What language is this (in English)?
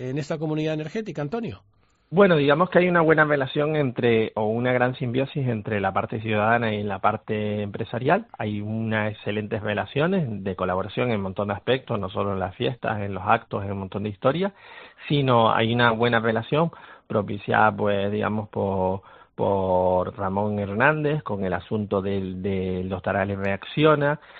Spanish